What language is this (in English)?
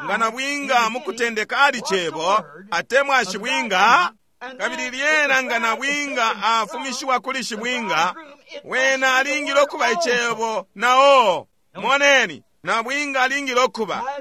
Bemba